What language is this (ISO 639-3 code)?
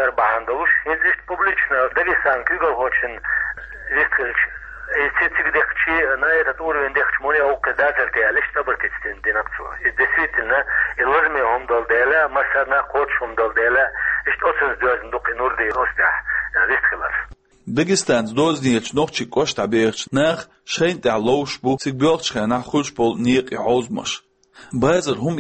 che